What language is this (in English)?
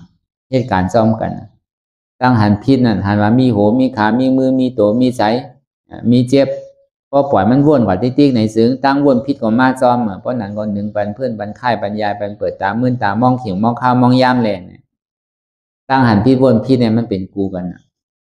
Shan